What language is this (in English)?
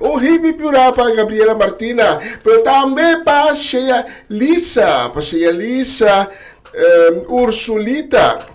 Papiamento